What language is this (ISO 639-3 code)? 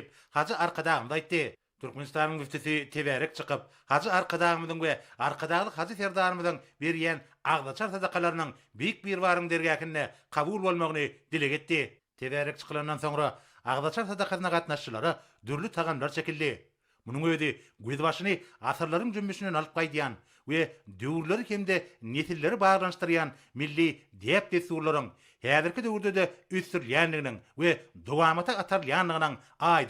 tuk